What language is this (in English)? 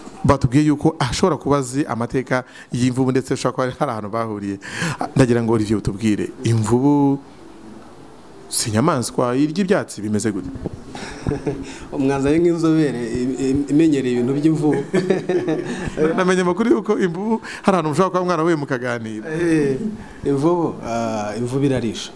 Kinyarwanda